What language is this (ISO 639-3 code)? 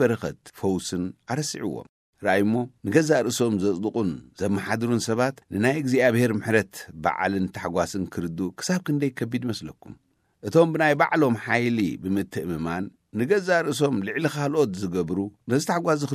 tir